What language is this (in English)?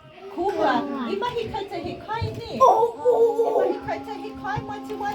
Māori